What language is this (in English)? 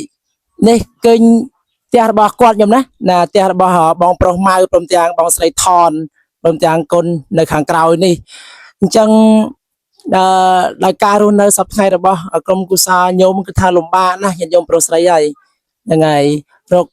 Khmer